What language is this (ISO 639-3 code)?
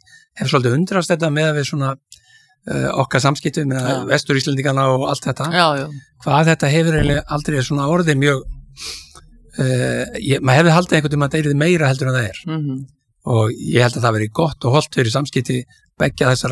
isl